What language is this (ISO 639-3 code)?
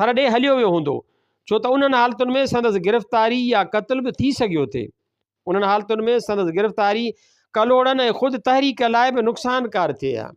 snd